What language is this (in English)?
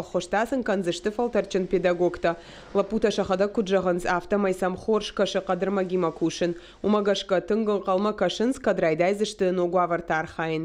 Ossetic